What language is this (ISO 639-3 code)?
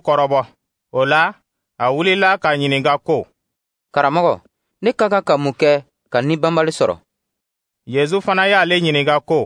dyu